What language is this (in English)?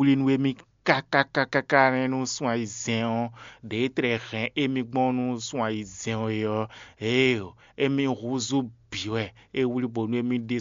Fon